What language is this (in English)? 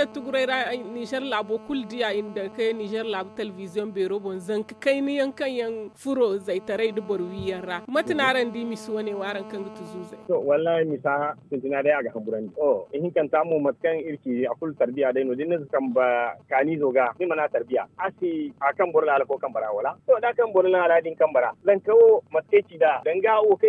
Zarma